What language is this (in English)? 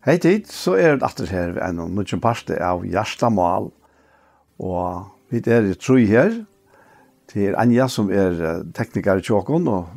Faroese